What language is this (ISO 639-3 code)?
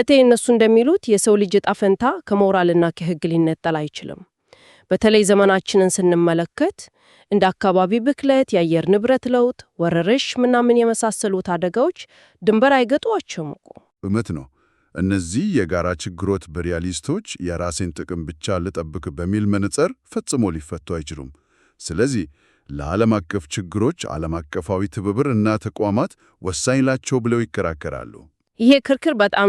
amh